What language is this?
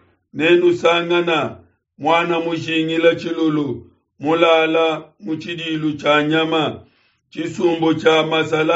Luba-Lulua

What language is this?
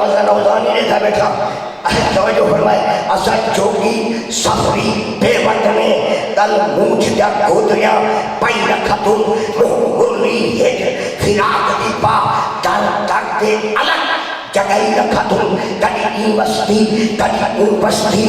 Saraiki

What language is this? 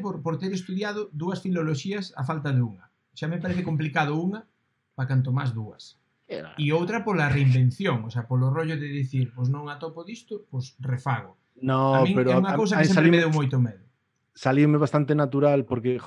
Galician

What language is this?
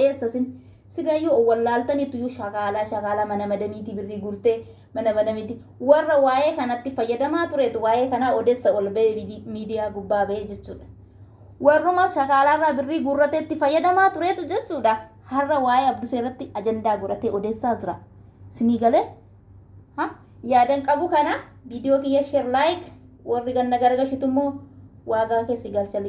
Oromo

